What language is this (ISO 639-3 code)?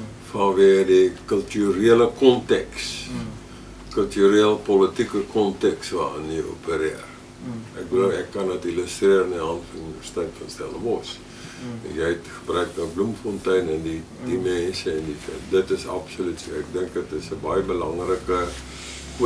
afr